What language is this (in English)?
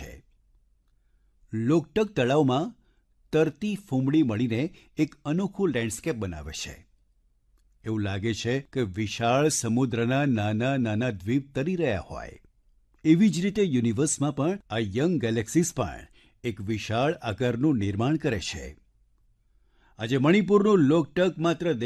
Gujarati